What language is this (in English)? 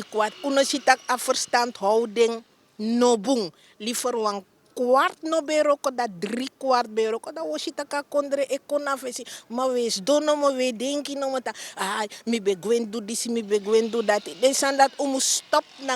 Sranan Tongo